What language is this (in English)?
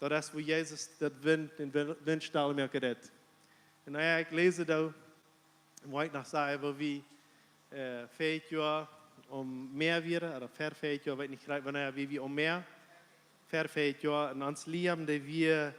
Plautdietsch